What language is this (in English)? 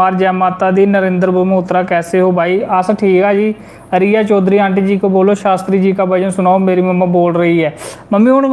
Dogri